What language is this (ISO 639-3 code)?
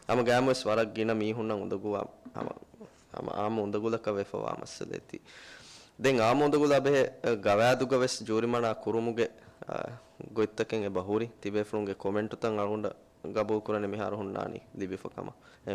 div